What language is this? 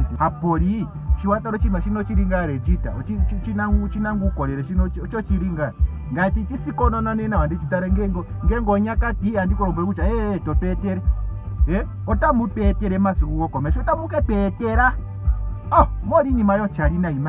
Ndonga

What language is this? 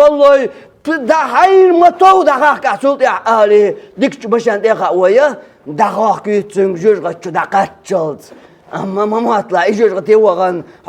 Chechen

